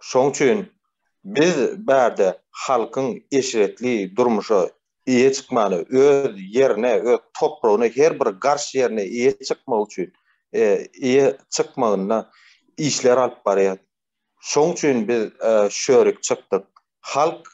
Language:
Turkmen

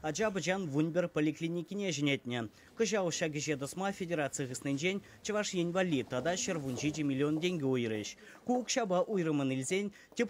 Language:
Chuvash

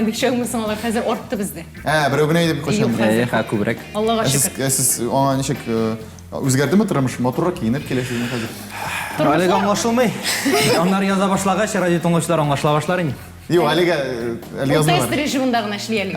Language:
Tatar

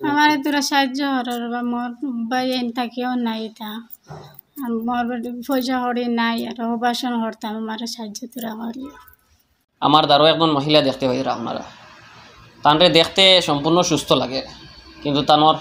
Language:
Sylheti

